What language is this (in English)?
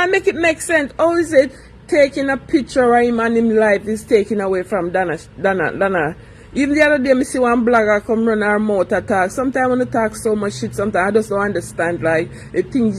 Jamaican Creole English